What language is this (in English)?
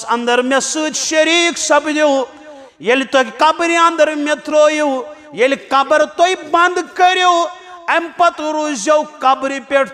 Kashmiri